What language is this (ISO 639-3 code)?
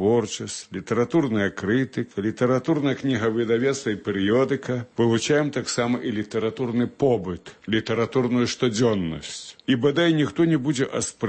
bel